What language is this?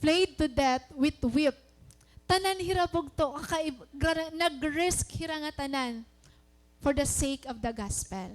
Waray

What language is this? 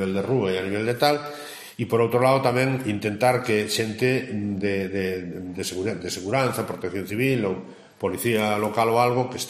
Galician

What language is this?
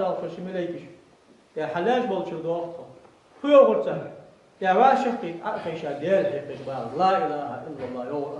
Ingush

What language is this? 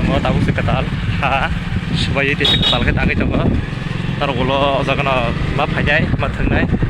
Kok Borok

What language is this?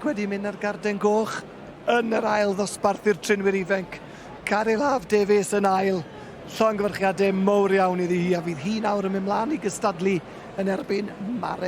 Welsh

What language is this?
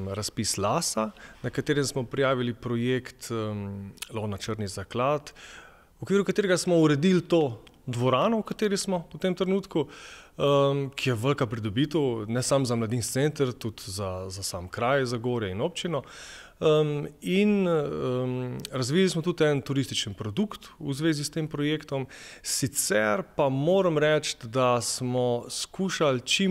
Slovenian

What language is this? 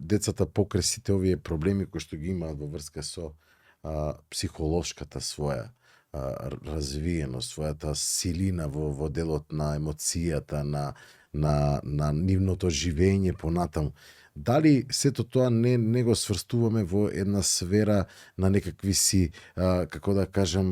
Macedonian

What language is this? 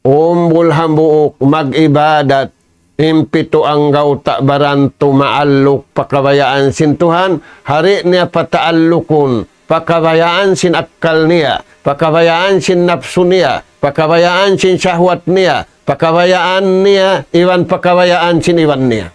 Tausug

